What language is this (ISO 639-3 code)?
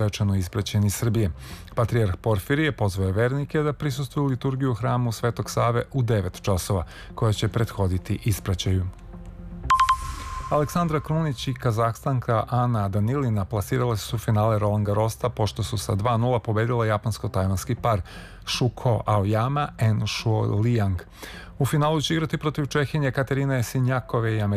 srp